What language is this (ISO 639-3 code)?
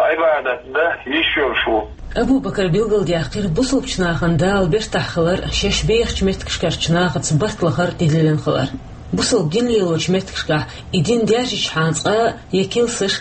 che